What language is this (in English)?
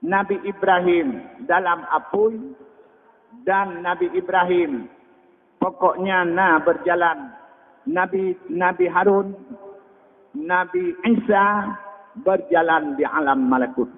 Achinese